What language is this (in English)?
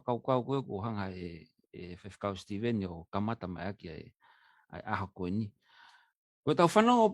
Tongan